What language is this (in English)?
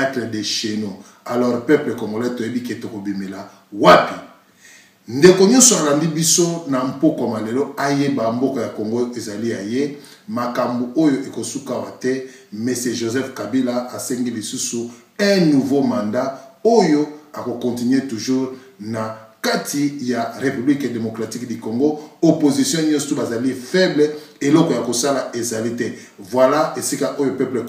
Lingala